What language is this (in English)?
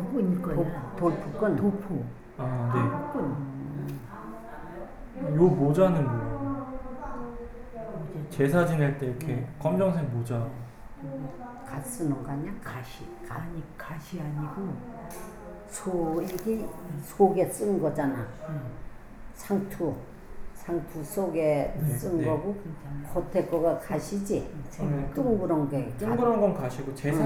Korean